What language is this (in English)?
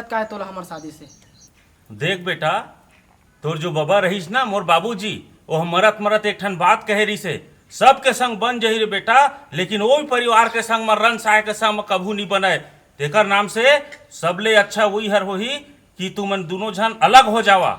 Chhattisgarhi